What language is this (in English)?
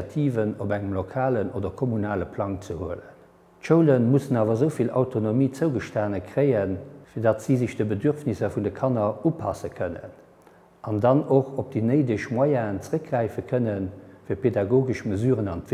Luxembourgish